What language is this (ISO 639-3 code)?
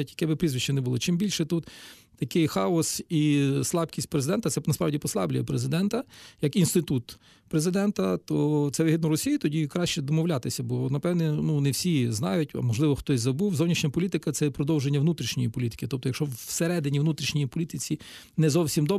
ukr